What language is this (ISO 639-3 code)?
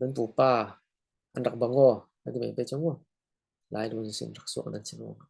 cfm